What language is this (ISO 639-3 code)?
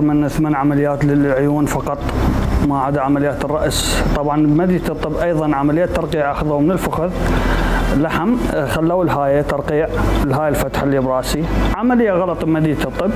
acm